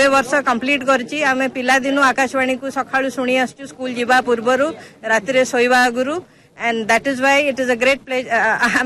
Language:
Odia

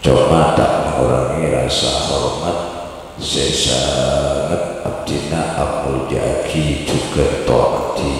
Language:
Madurese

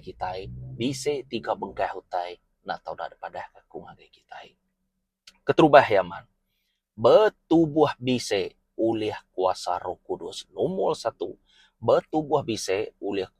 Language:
Iban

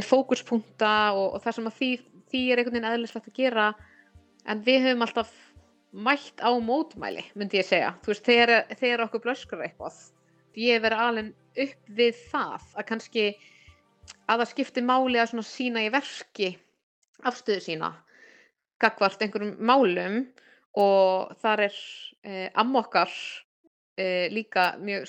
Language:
Icelandic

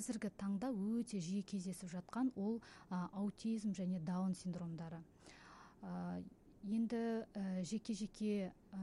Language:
Kazakh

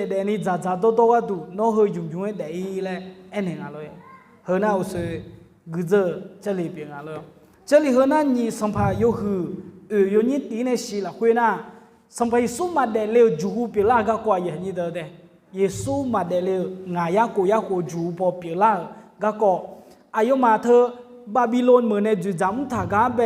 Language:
Akha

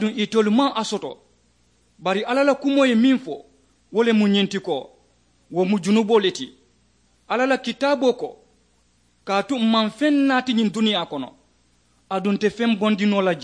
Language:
Mandingo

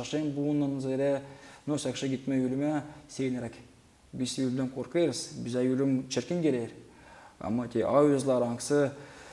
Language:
Gagauz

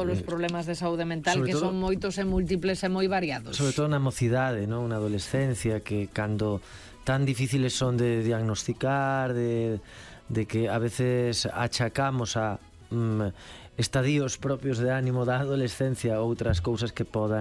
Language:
Galician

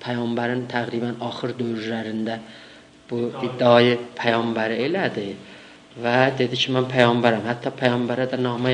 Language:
South Azerbaijani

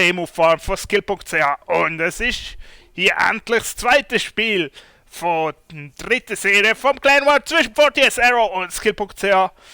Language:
Swiss German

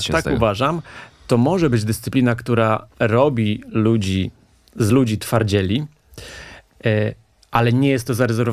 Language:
Polish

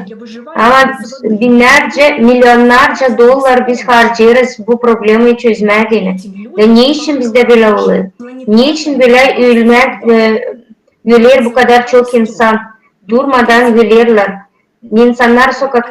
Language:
Gagauz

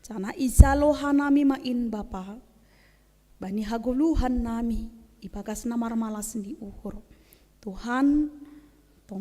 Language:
Batak Simalungun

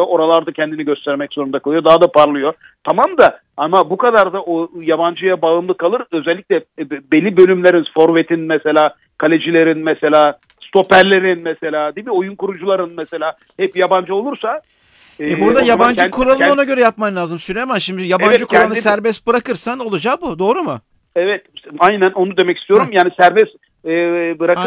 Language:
Turkish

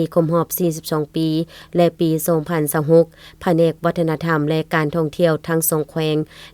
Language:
Lao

